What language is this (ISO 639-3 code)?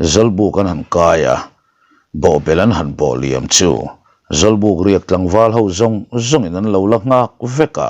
lus